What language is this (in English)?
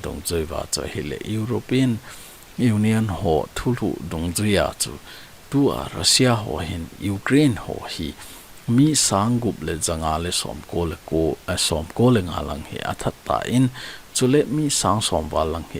Thado Chin